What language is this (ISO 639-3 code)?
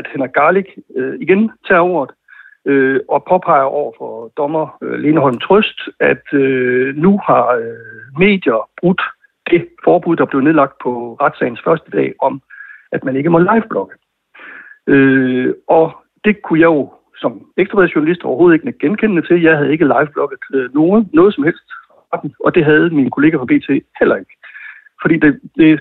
dan